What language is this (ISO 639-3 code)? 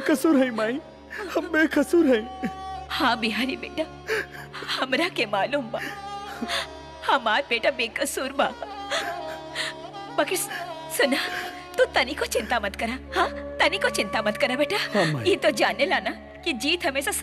bho